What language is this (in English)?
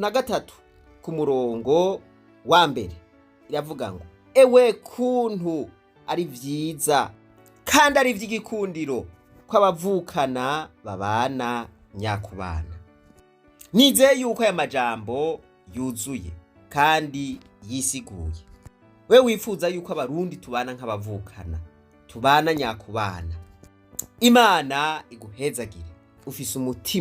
Rundi